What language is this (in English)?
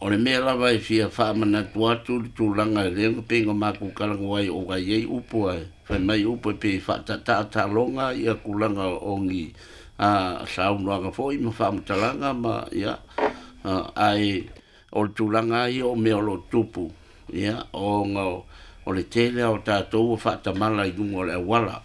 Samoan